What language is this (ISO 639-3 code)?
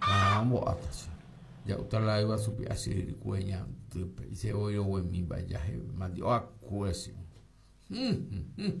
grn